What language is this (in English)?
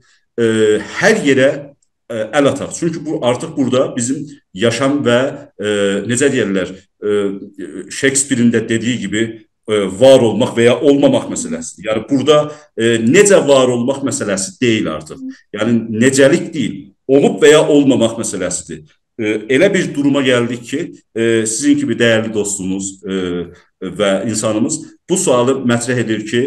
South Azerbaijani